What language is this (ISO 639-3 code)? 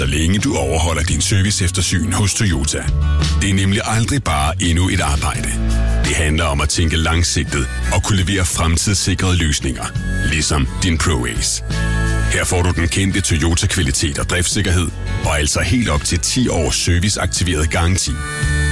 dan